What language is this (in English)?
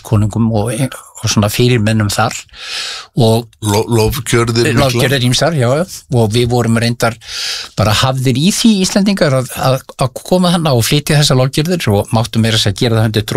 Icelandic